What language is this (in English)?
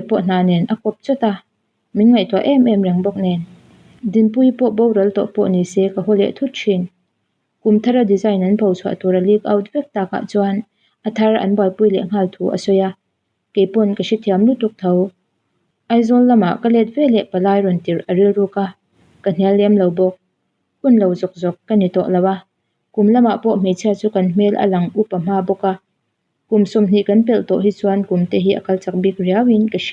Mizo